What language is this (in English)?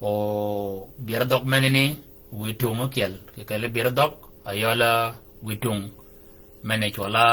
Shilluk